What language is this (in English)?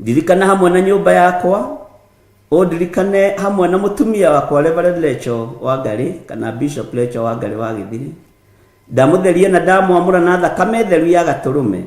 Kikuyu